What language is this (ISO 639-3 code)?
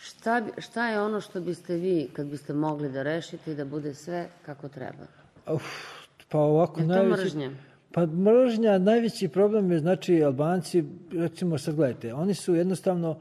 srp